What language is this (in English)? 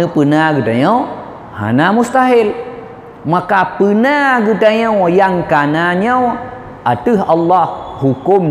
Achinese